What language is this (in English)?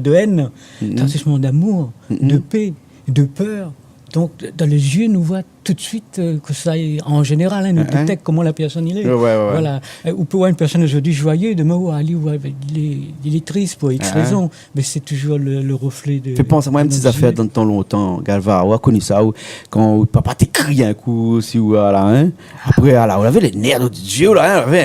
Réunion Creole French